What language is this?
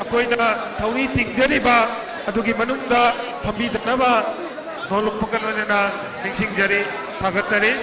Manipuri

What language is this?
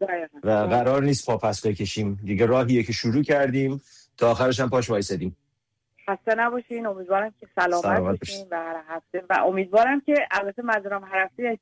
Persian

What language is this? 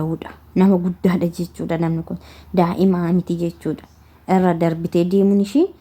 Oromo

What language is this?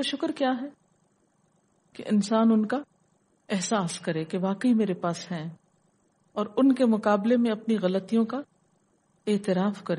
Urdu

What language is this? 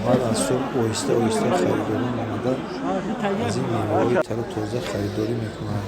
Tajik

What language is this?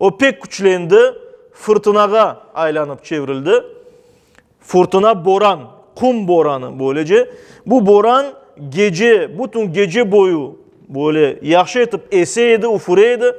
Crimean Tatar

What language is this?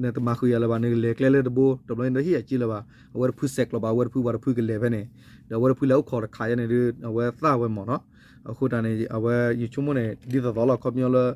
S'gaw Karen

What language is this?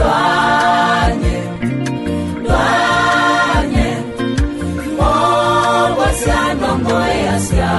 Kamba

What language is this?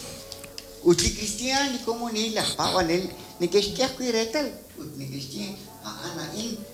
Kekchí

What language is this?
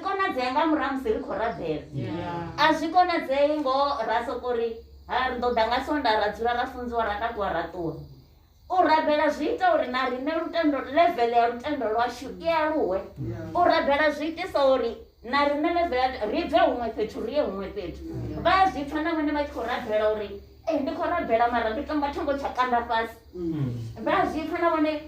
Venda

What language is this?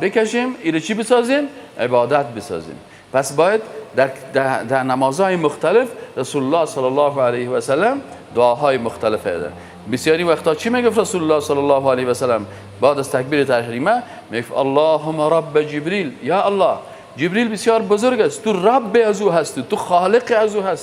Persian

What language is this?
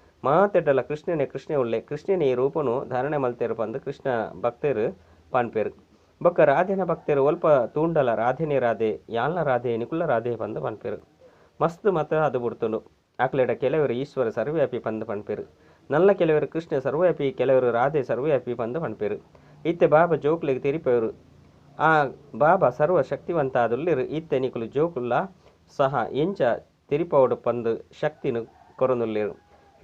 Tulu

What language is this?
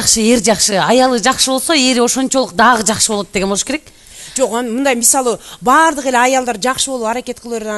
Kyrgyz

